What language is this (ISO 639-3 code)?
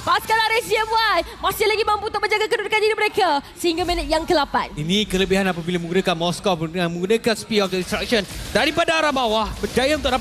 msa